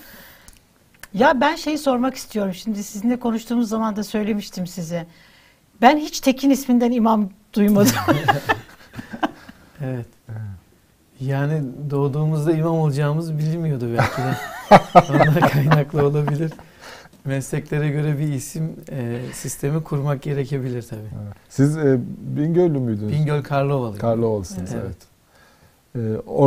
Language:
Turkish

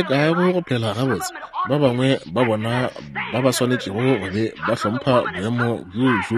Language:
Northern Sotho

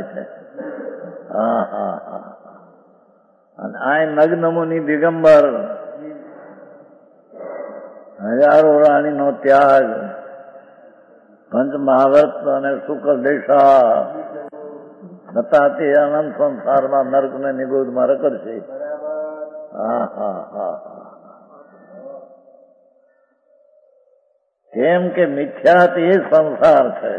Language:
Gujarati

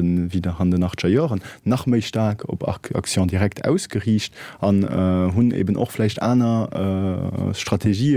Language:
Luxembourgish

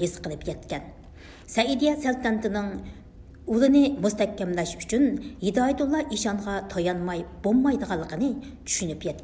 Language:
Uyghur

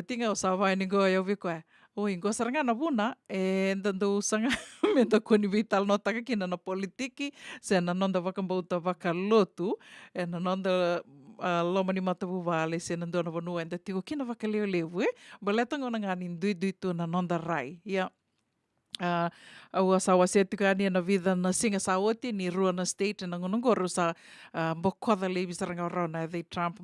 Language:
Fijian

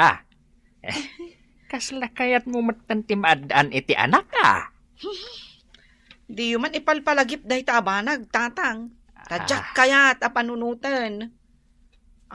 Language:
Iloko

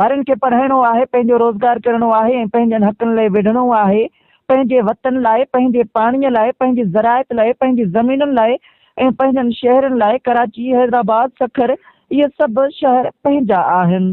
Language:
Sindhi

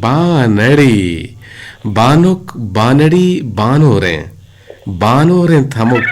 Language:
Eastern Balochi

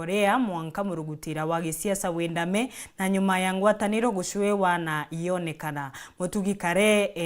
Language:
Meru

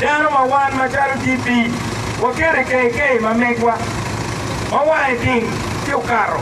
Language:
Acoli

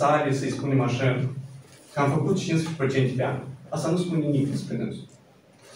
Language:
Romanian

